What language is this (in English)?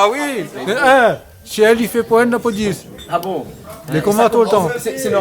Réunion Creole French